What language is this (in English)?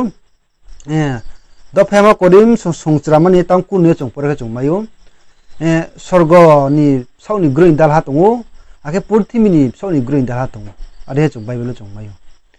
Riang (India)